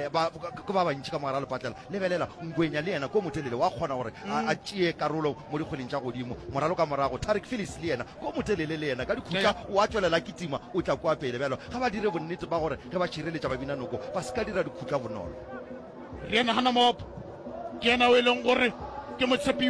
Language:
Northern Sotho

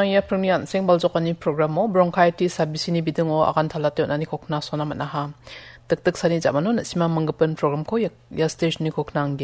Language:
Garo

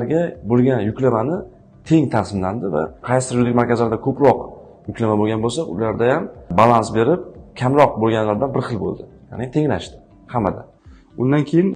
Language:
Uzbek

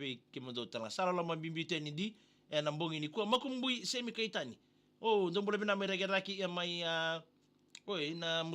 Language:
Fijian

